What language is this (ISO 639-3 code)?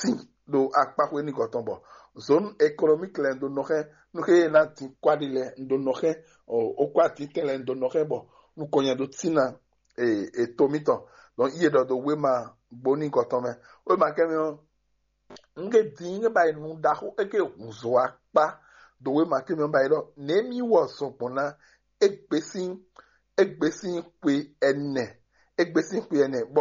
fon